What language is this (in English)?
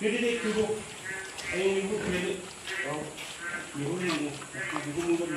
Bodo